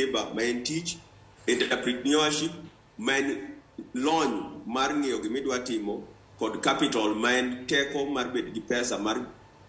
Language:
Luo (Kenya and Tanzania)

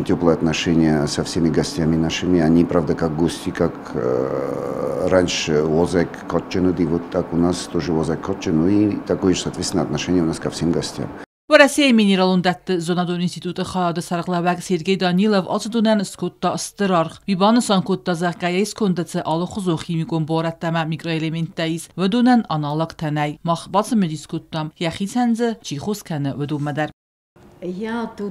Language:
Ossetic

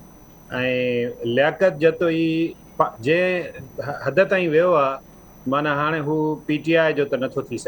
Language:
Sindhi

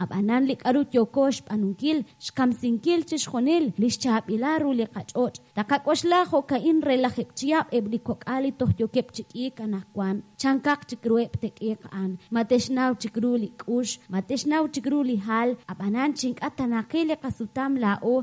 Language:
Kekchí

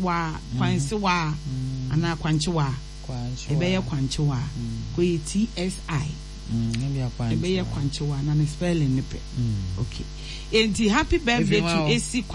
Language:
Akan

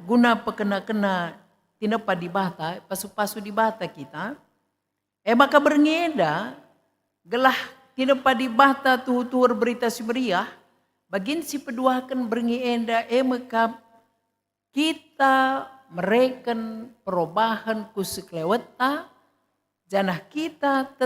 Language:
Batak Karo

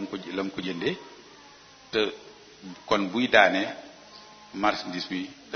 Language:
Wolof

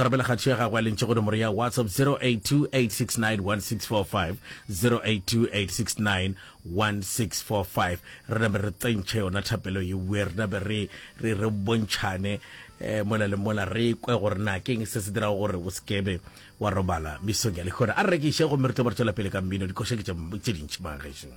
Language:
Northern Sotho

